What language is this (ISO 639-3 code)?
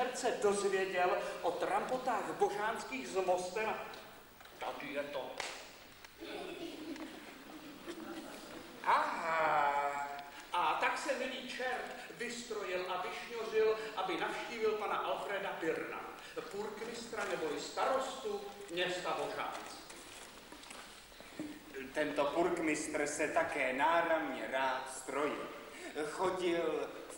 ces